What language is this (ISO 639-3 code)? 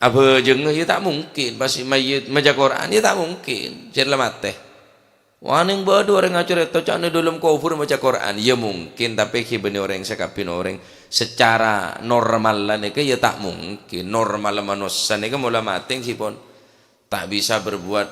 mad